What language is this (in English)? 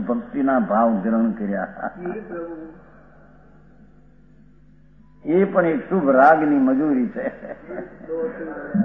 Gujarati